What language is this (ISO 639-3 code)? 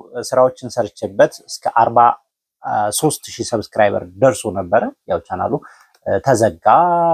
amh